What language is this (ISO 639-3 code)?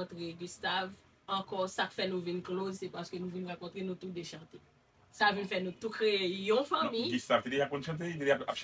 hat